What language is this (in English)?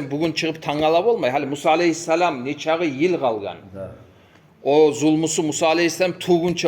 Kumyk